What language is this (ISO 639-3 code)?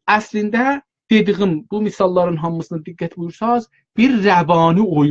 azb